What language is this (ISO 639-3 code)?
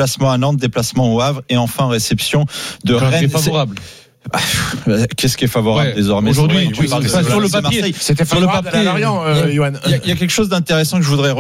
fra